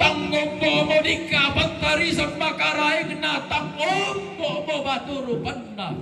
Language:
Toraja-Sa'dan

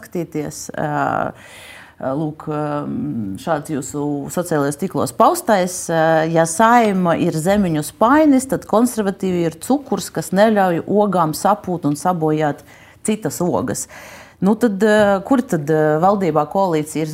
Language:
Latvian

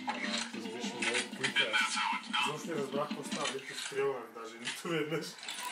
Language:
Bulgarian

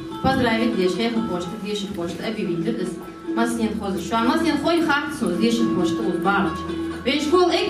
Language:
Ingush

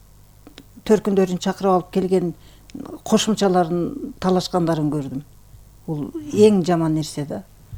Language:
Kyrgyz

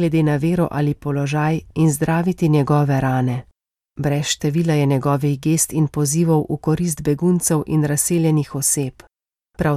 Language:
Slovenian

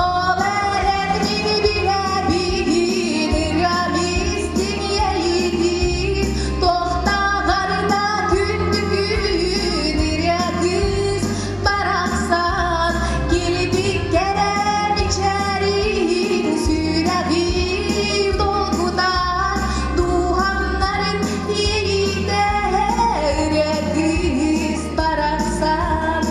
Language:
Yakut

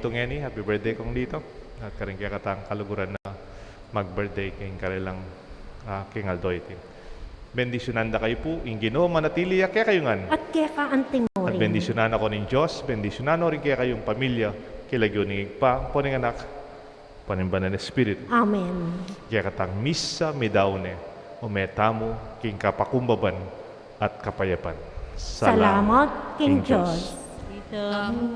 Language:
Pampanga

